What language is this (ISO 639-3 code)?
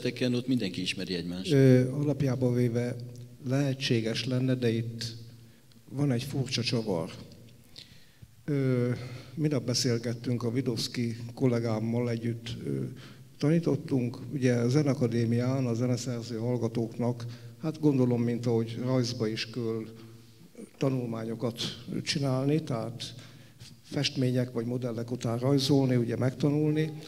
hun